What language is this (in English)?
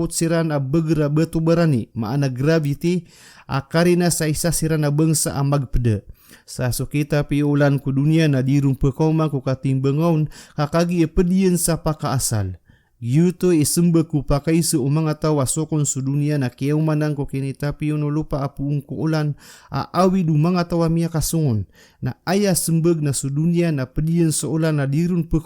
Maranao